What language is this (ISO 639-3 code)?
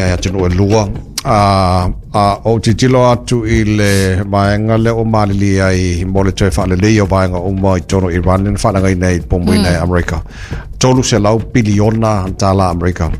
smo